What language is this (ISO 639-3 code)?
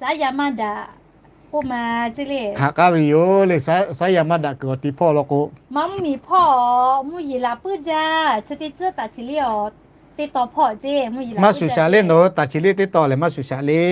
lhu